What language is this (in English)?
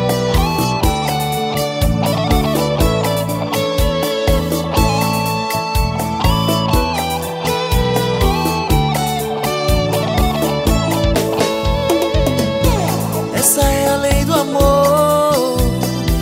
Portuguese